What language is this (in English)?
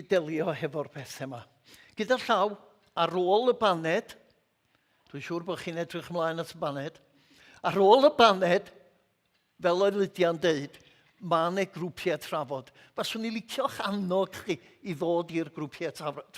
Welsh